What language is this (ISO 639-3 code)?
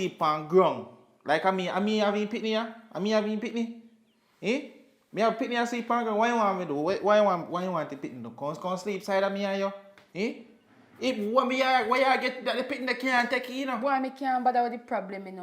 jam